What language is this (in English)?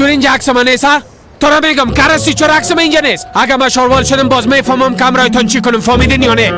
Persian